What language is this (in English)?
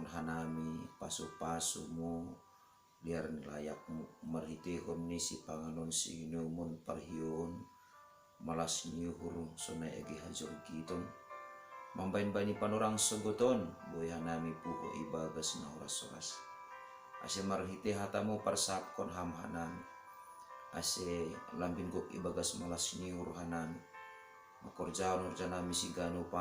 Batak Simalungun